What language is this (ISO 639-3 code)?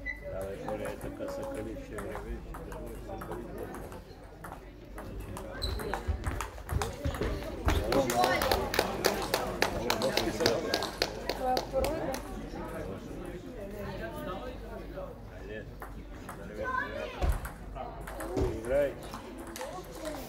bul